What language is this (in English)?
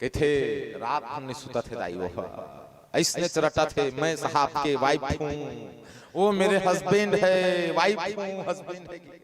Chhattisgarhi